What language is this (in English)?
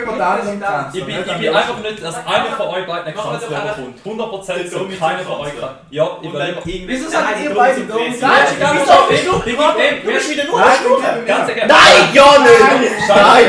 Swiss German